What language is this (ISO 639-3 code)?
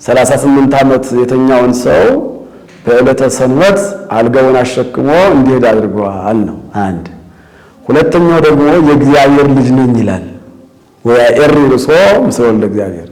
amh